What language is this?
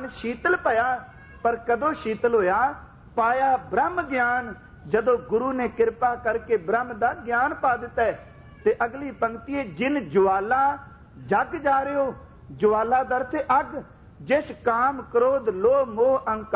Punjabi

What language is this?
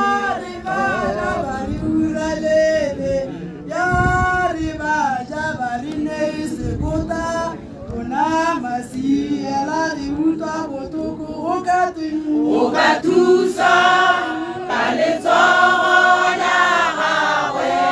Tswana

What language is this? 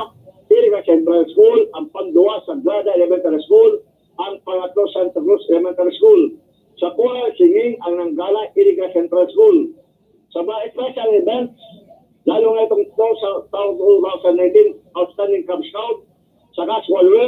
Bikol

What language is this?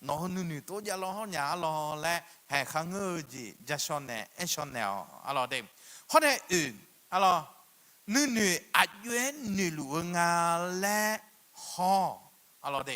Akha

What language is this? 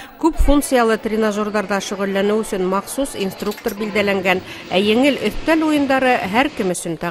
Bashkir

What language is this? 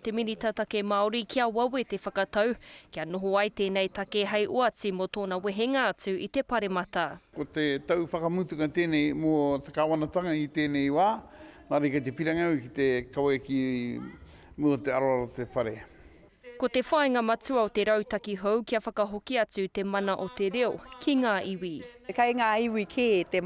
Māori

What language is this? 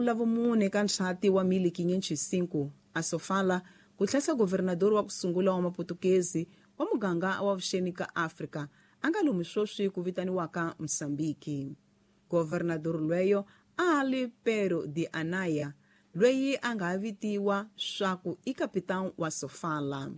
Tsonga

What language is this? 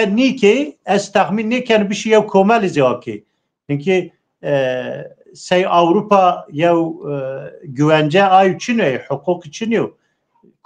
Zaza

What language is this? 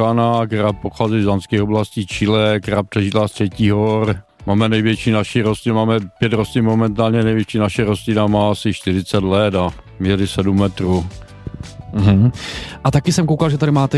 Czech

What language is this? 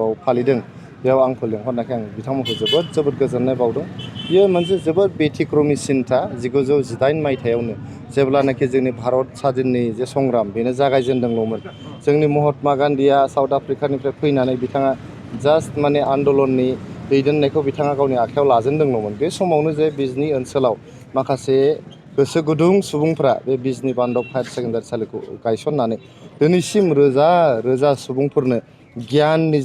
Bodo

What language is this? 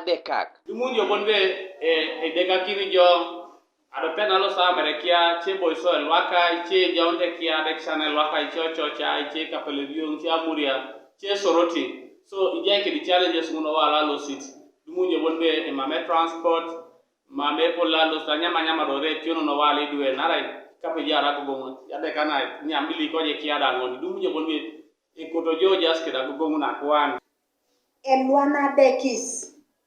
Teso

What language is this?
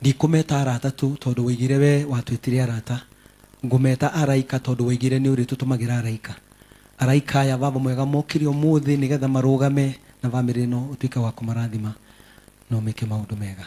Kikuyu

